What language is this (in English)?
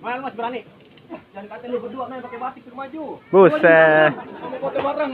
Betawi